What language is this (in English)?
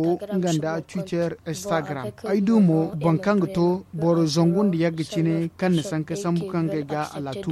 Zarma